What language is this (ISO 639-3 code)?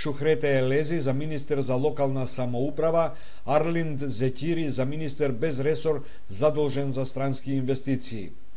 mkd